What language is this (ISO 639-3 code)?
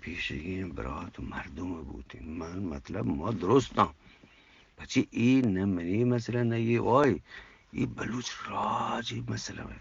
bgp